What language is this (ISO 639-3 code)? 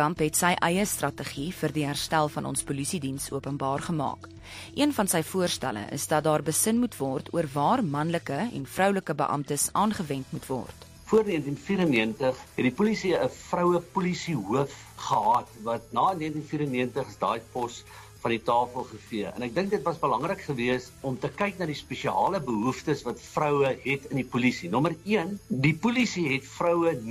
afr